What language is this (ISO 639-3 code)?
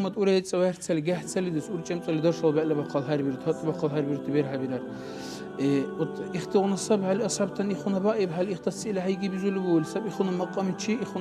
dar